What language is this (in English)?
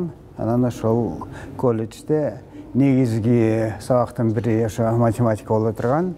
Kyrgyz